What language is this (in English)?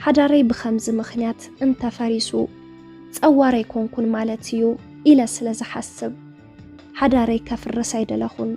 Tigrinya